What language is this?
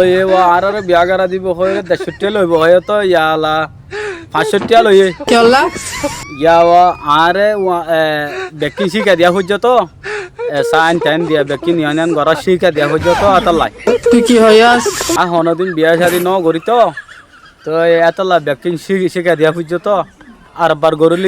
Rohingya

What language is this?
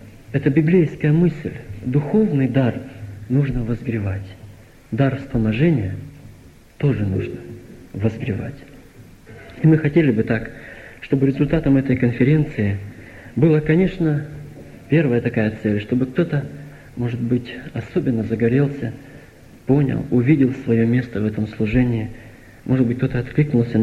Russian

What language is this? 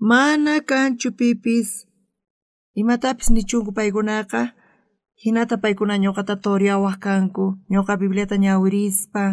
South Bolivian Quechua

